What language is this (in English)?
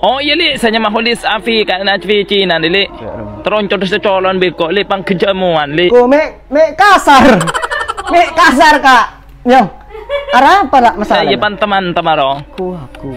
Madurese